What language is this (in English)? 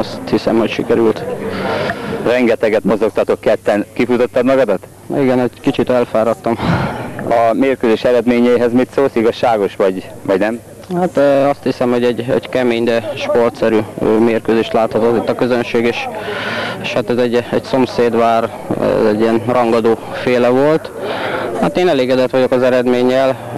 Hungarian